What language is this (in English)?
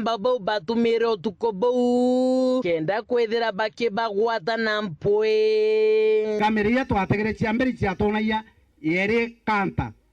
Meru